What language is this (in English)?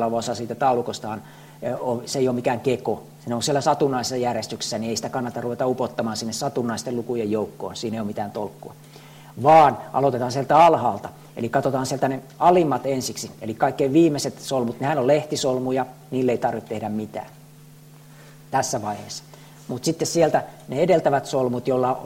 Finnish